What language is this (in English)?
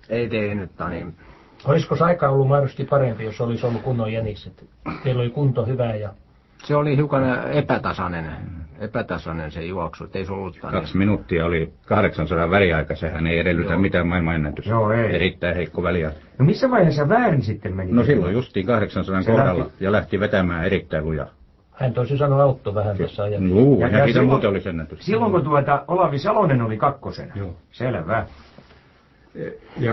Finnish